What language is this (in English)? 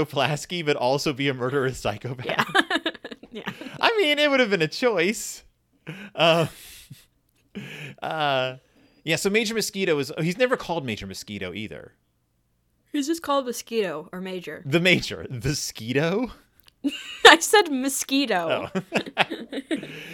English